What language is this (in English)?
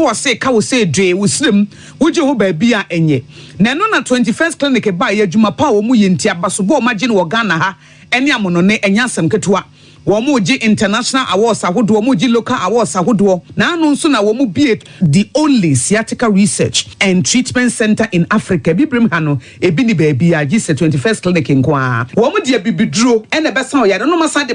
Akan